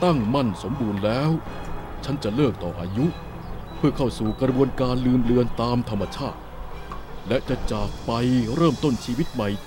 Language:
Thai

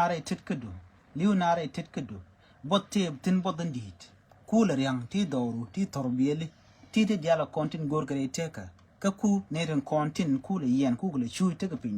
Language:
Nuer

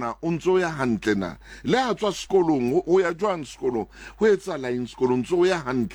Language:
Southern Sotho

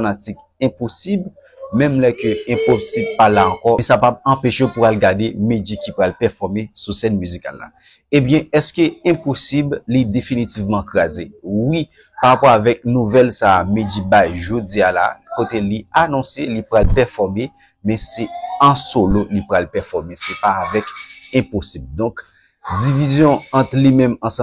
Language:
Haitian Creole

